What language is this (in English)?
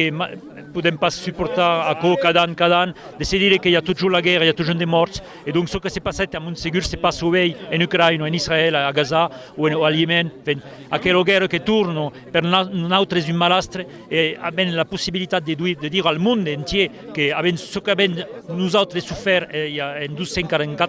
Occitan